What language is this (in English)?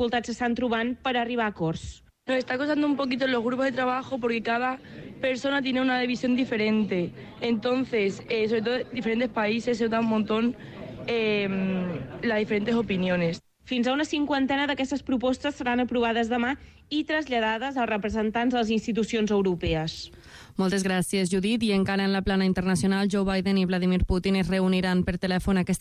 Catalan